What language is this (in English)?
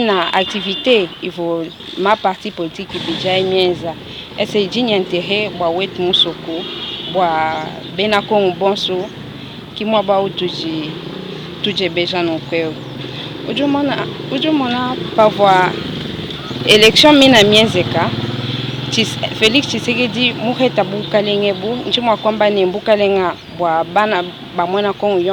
Luba-Lulua